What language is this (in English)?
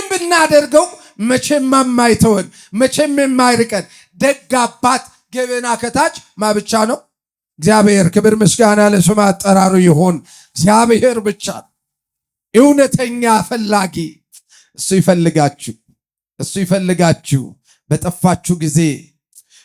Amharic